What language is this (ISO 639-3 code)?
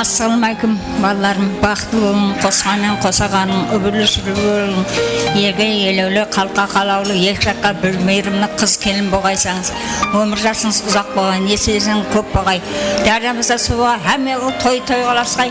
kaa